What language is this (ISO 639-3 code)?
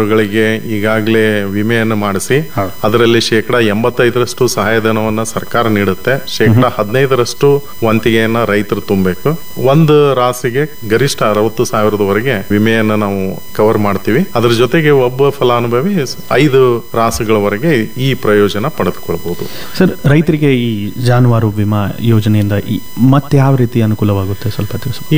kan